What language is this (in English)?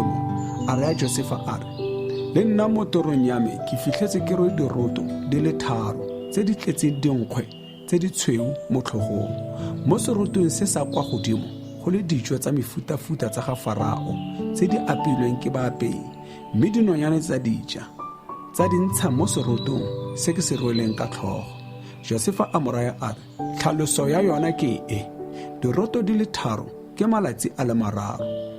Tswana